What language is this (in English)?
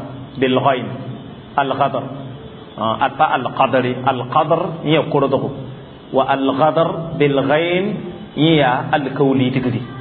Mossi